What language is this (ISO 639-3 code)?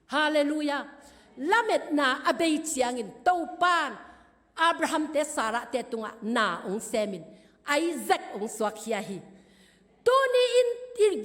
ctd